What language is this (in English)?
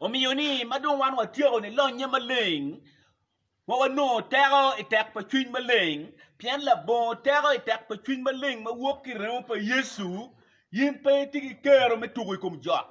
Acoli